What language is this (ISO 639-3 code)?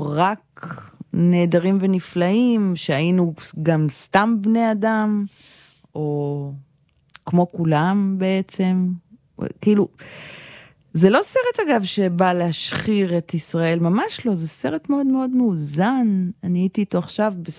heb